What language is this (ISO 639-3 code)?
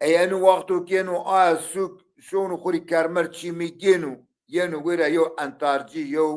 zza